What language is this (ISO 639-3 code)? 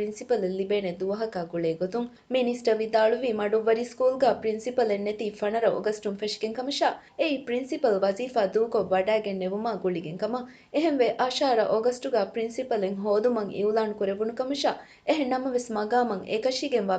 div